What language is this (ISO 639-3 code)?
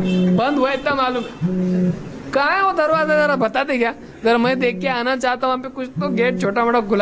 urd